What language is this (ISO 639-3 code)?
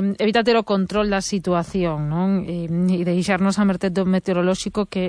glg